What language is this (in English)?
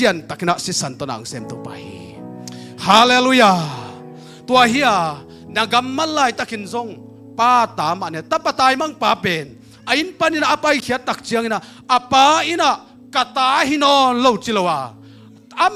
Tedim Chin